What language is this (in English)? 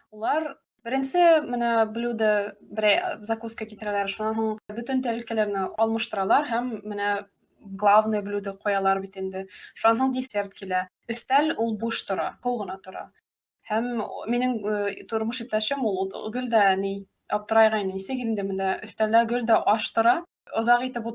Bashkir